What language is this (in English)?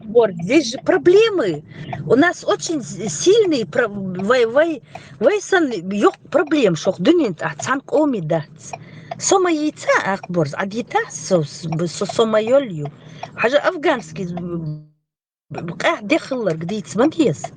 Chechen